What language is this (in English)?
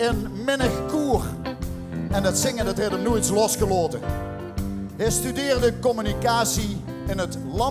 Limburgish